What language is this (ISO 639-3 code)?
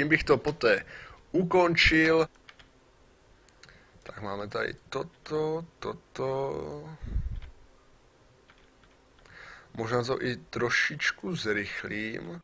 ces